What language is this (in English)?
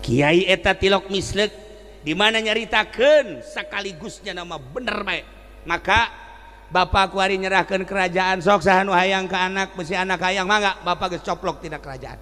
Sundanese